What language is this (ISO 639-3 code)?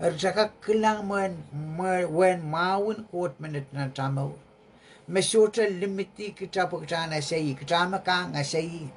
pon